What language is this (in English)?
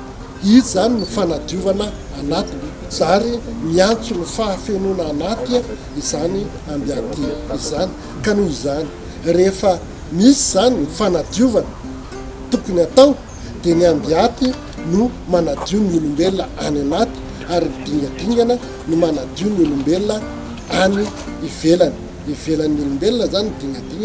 Malagasy